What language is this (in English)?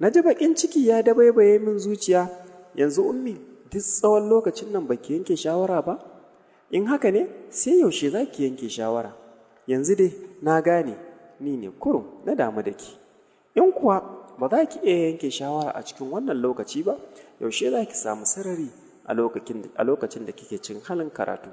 Hausa